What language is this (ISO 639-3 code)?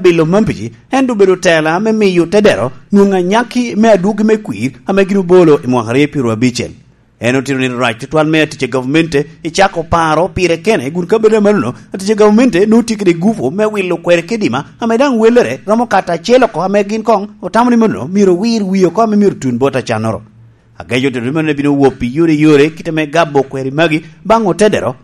laj